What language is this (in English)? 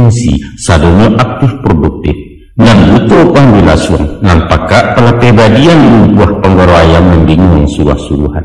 Minangkabau